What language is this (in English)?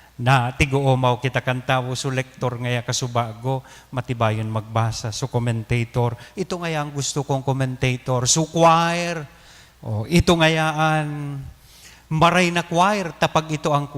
Bikol